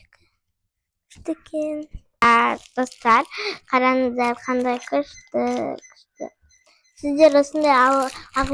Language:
Kazakh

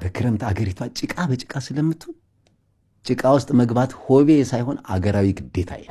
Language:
Amharic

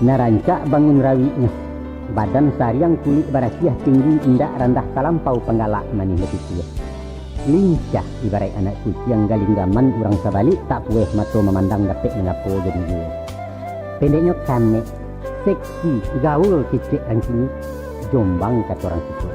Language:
Minangkabau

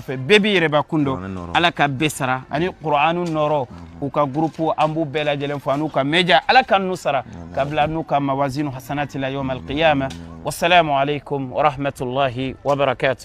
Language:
Bambara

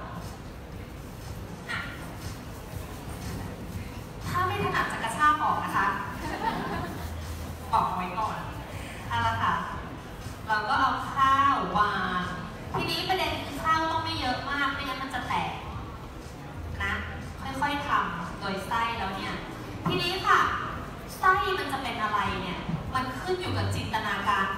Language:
Thai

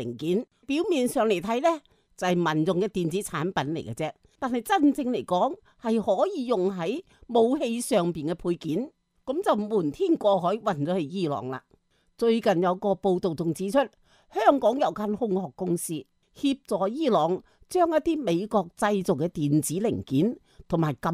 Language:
Cantonese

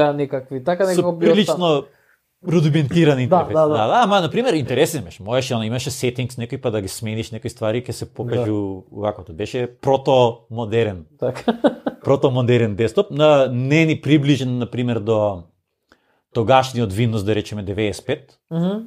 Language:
Macedonian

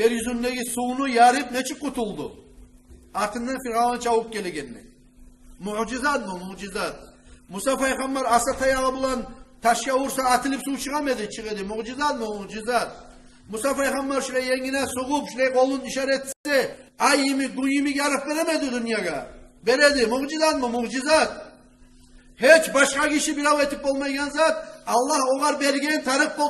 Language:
Kumyk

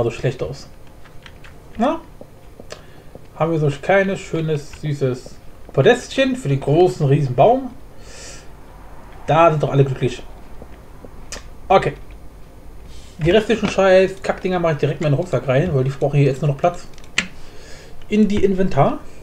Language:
German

